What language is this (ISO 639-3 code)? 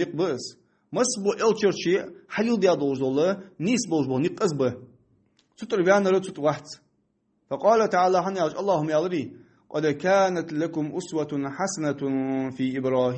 inh